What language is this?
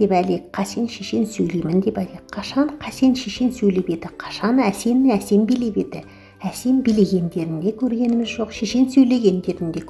Kazakh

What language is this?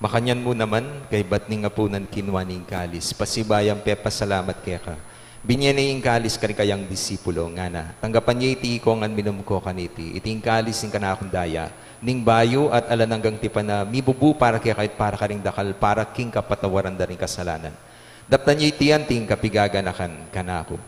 Pampanga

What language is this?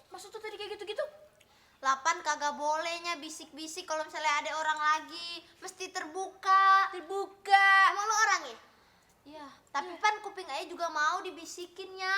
Betawi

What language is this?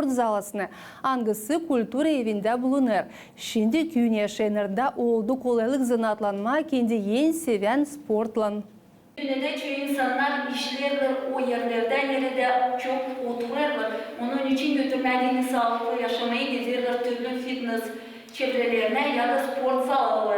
Gagauz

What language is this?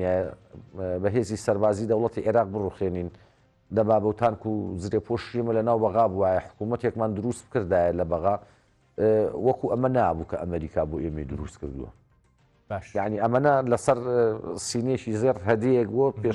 Central Kurdish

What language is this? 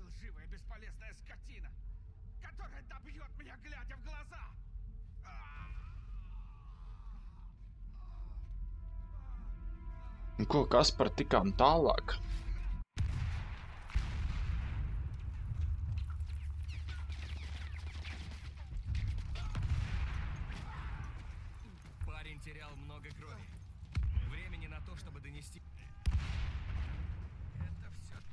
Russian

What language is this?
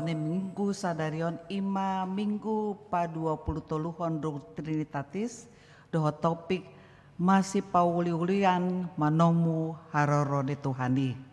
Batak Toba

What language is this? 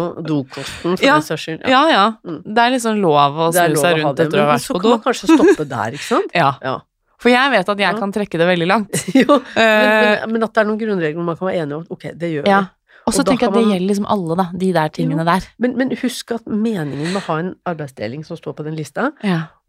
Norwegian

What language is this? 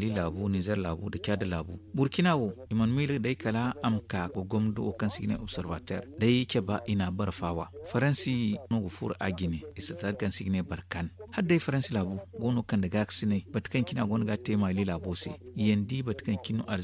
Zarma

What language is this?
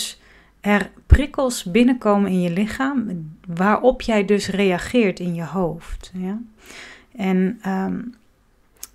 Dutch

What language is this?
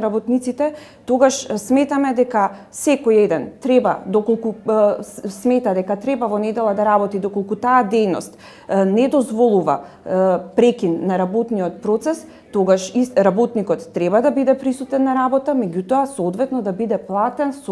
Macedonian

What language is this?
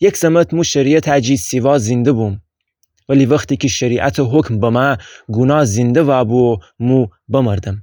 Gilaki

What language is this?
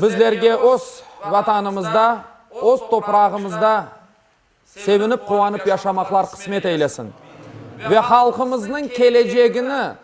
Crimean Tatar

